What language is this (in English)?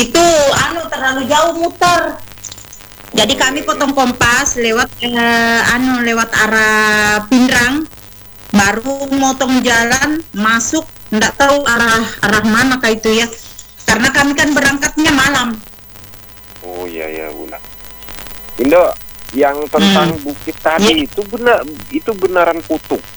Indonesian